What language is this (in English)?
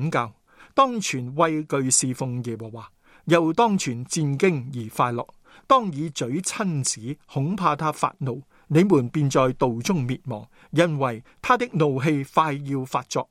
Cantonese